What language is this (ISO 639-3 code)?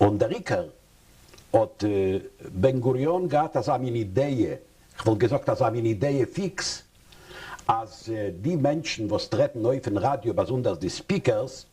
yid